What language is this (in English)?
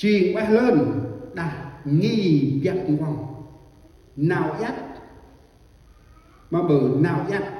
Central Mnong